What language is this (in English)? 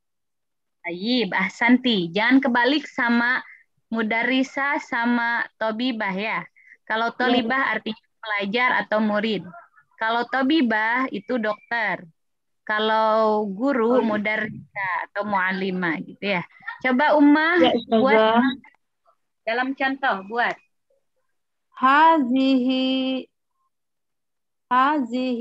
Indonesian